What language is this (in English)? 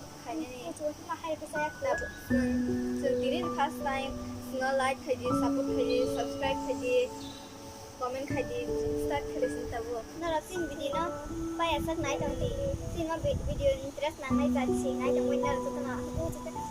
Kok Borok